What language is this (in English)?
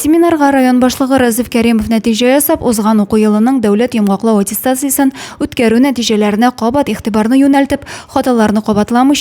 Tatar